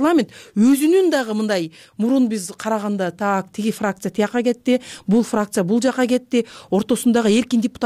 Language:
Kyrgyz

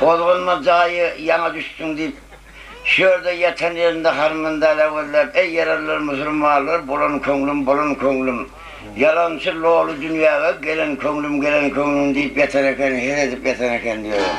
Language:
Turkmen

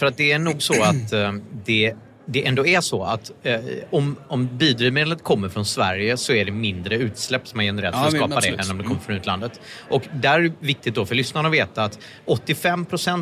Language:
Swedish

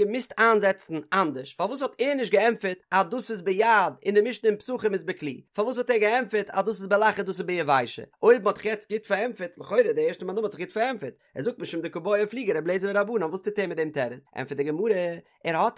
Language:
Yiddish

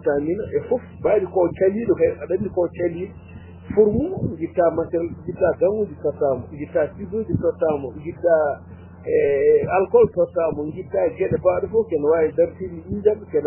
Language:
Fula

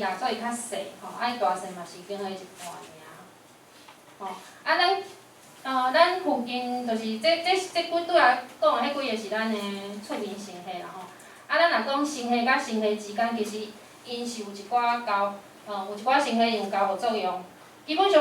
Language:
Min Nan Chinese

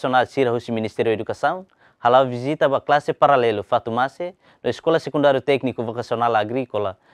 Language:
Tetum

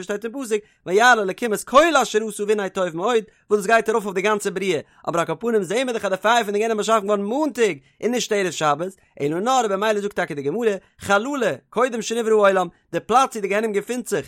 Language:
Yiddish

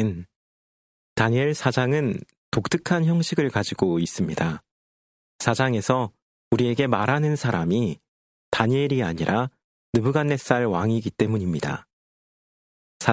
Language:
Korean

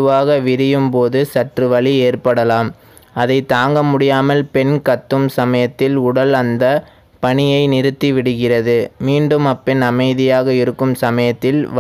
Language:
Tamil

